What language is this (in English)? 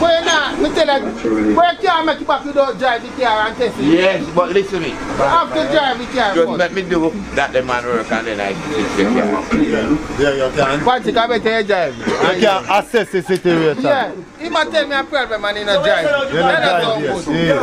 Jamaican Creole English